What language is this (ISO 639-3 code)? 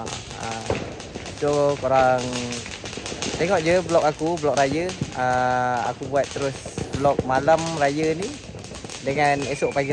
msa